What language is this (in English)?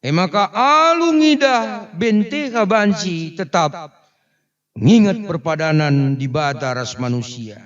Batak Karo